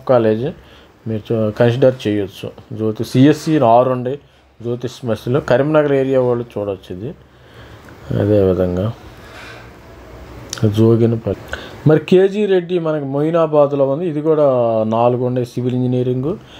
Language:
Telugu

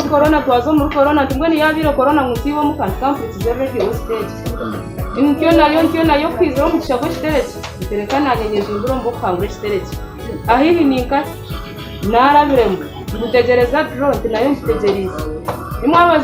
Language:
Nyankole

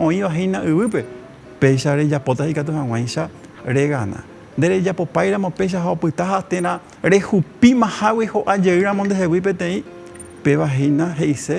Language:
Guarani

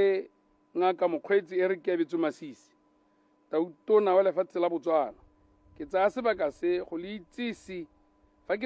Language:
Tswana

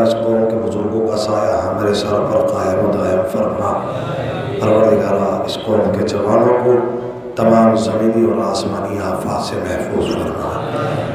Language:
Urdu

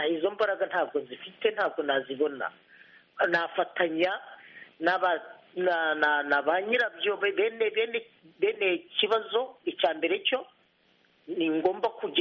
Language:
Kinyarwanda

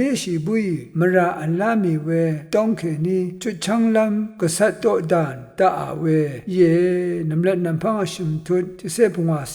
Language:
Rawang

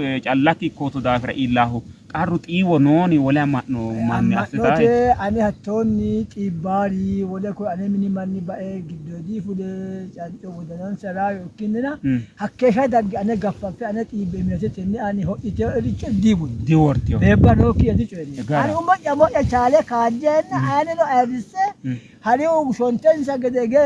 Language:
Sidamo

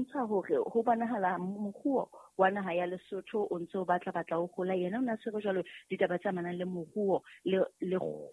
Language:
Southern Sotho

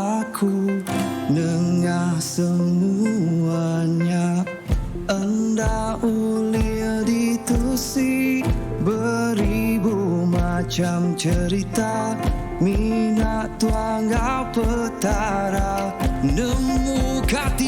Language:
Iban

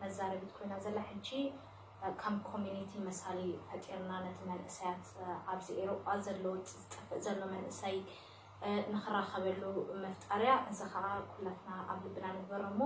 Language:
Tigrinya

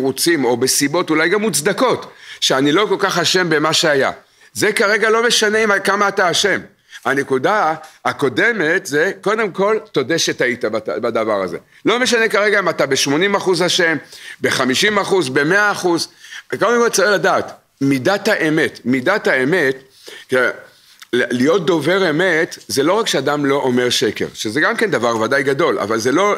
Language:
Hebrew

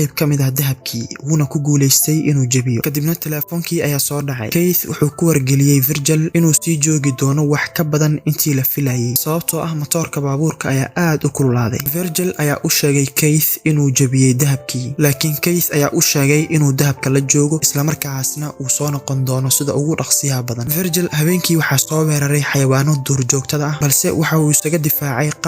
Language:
Somali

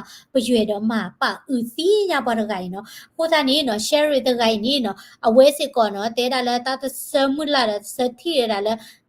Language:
S'gaw Karen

